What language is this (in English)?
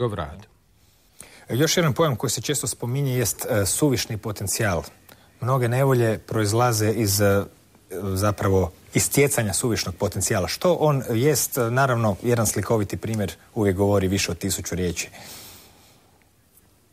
Croatian